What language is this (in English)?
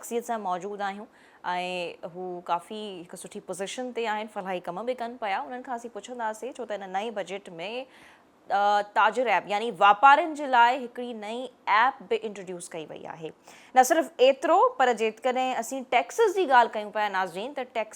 Sindhi